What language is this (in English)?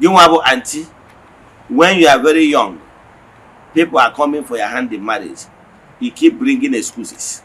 Igbo